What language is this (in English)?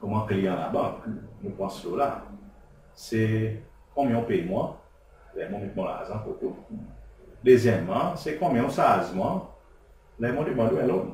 Seselwa Creole French